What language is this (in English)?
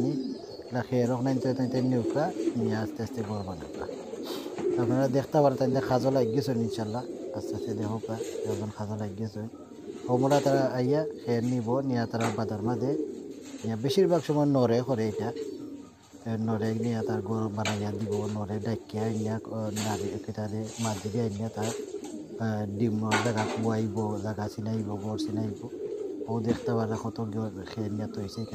Sylheti